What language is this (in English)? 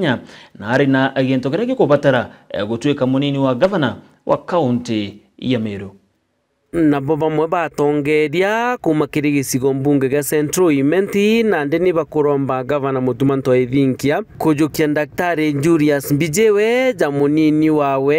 Meru